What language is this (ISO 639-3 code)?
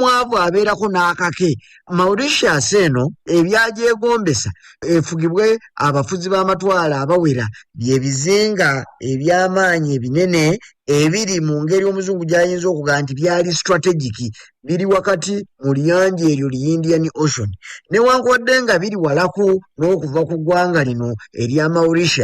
lug